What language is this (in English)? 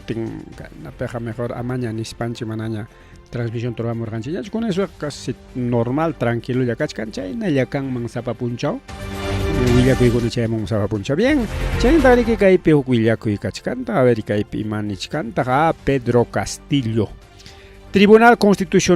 Ayacucho Quechua